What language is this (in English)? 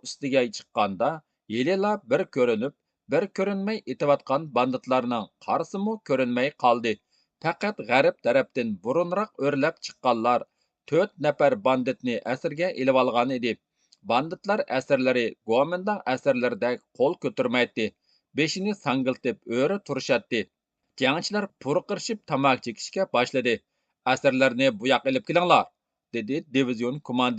Uyghur